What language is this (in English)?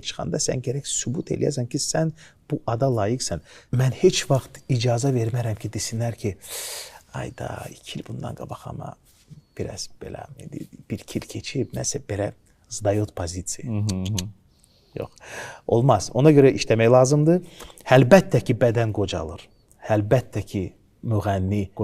Azerbaijani